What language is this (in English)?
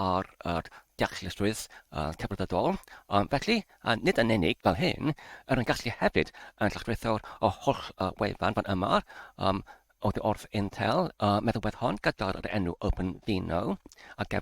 Welsh